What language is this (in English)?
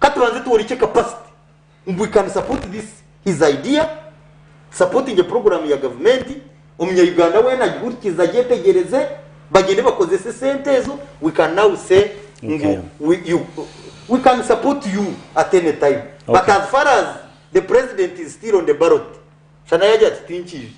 Nyankole